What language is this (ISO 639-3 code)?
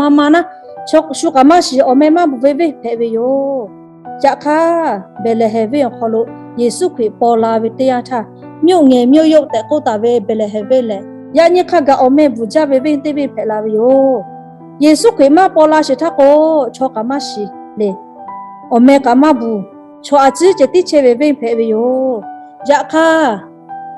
lhu